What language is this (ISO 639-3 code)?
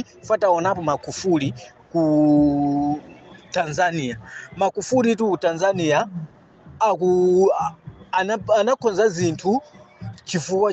nya